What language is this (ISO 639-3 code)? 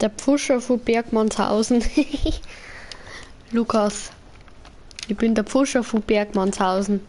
bar